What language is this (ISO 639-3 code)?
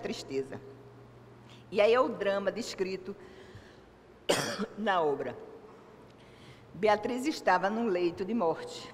por